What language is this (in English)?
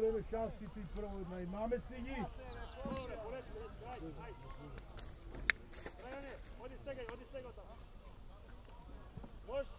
Macedonian